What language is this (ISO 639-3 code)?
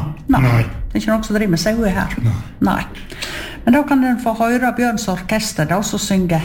nor